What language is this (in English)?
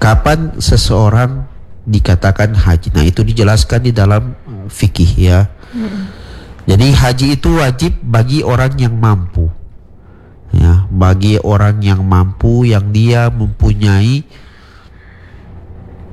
Indonesian